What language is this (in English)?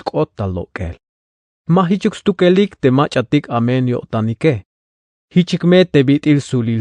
Tzeltal